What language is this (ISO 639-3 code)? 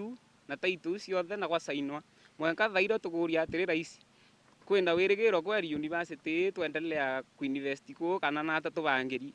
mer